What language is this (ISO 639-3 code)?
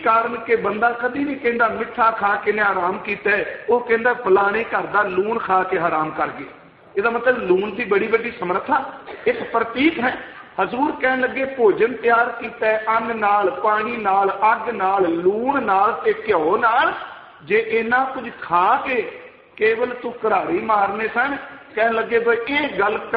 pan